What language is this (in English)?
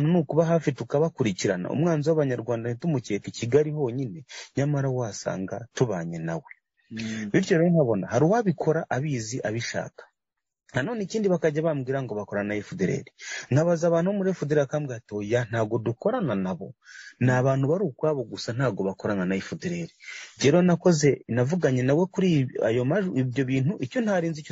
Kinyarwanda